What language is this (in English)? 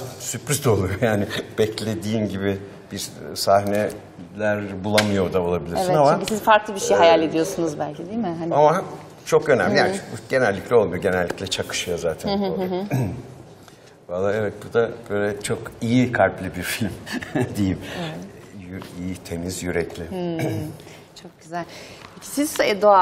Turkish